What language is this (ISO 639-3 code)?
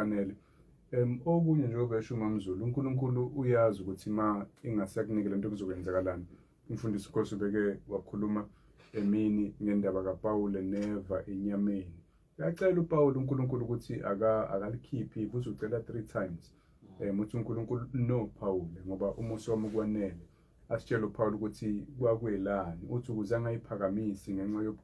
zul